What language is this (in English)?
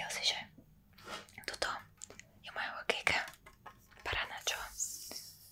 Slovak